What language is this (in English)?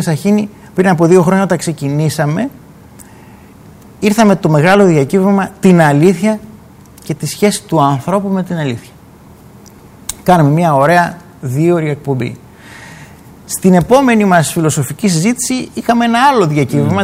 Greek